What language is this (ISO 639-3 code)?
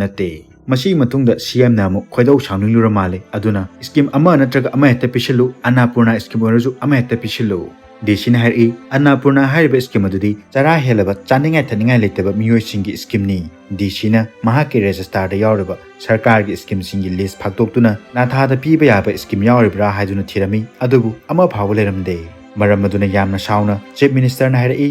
mni